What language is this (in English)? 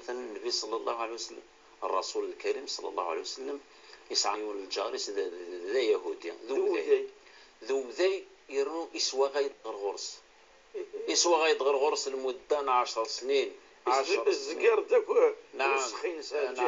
Kabyle